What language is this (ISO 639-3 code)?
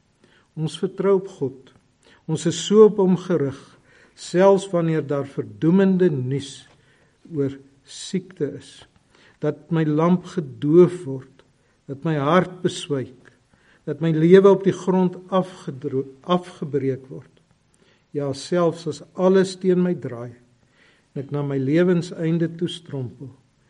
afr